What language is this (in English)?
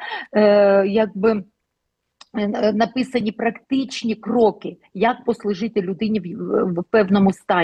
Ukrainian